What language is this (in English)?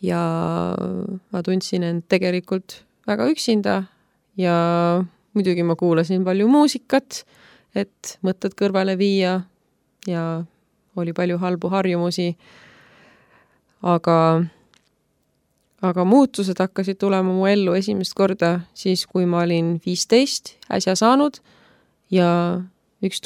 Estonian